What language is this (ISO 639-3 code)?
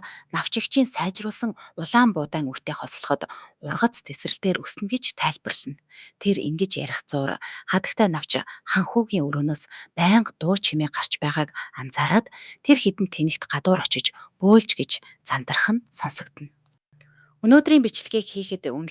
mon